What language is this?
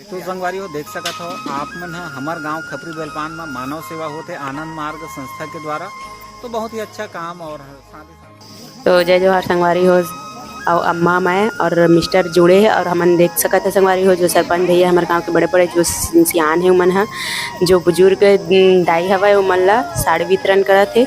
Chhattisgarhi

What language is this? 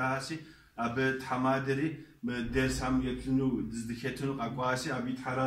Kabardian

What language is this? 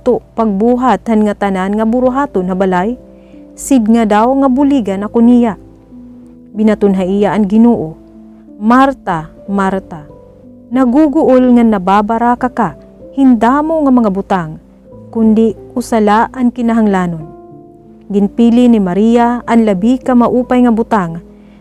Waray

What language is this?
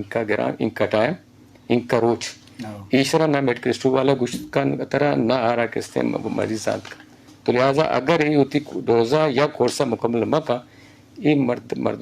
Eastern Balochi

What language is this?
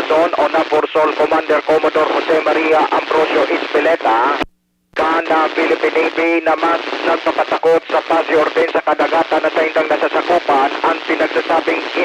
Bikol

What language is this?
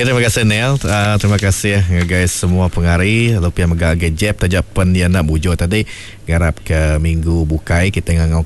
Iban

